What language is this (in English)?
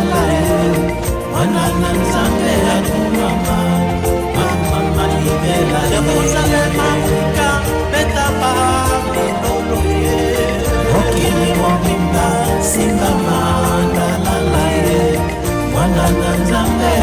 Tetela